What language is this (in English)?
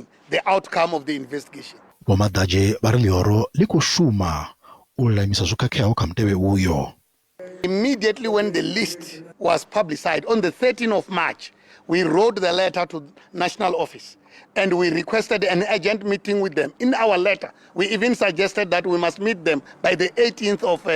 Venda